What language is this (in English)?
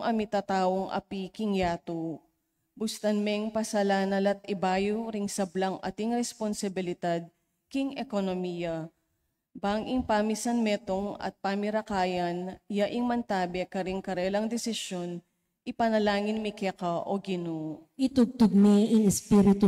Pampanga